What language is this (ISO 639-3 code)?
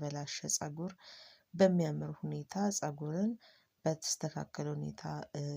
amh